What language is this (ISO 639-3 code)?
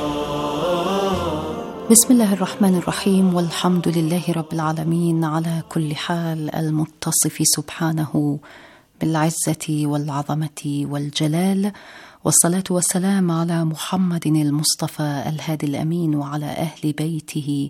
ara